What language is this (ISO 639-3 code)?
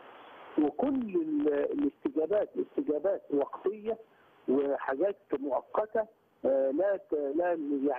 arz